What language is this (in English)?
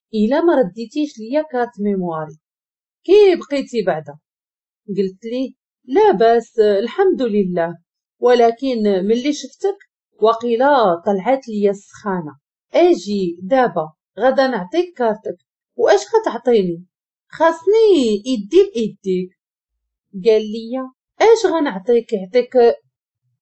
Moroccan Arabic